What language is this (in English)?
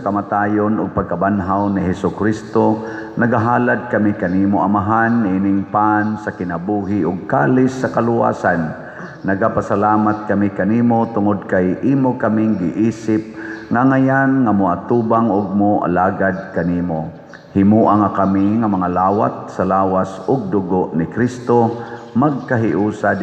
Cebuano